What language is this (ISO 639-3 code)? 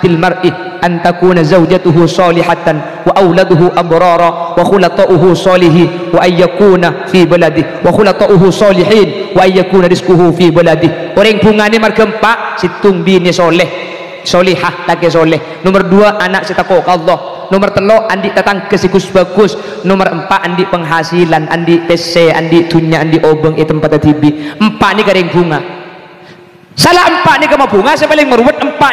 mad